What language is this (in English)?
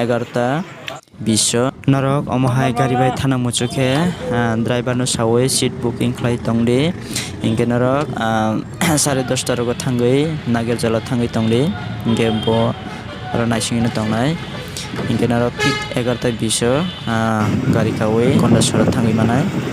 Kok Borok